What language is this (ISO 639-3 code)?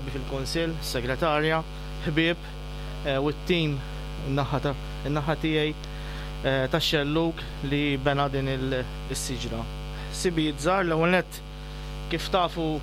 mlt